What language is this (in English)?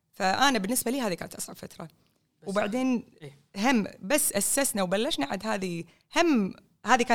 Gulf Arabic